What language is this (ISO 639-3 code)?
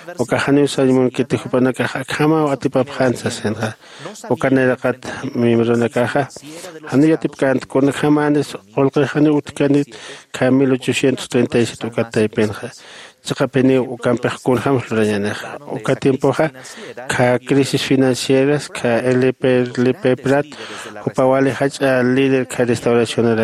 aym